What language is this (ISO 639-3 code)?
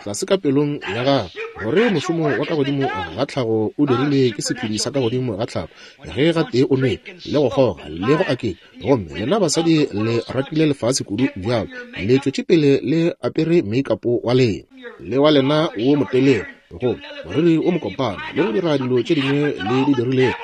nso